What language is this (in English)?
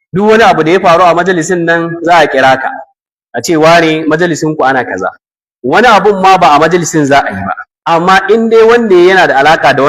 Hausa